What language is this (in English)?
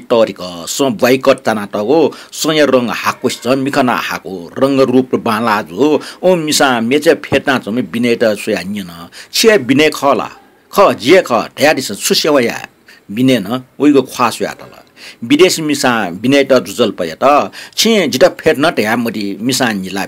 Newari